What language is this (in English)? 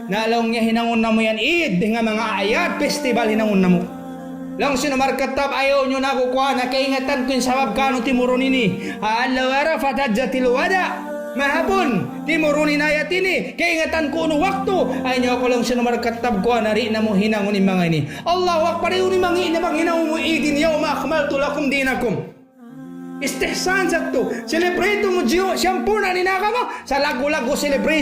Tausug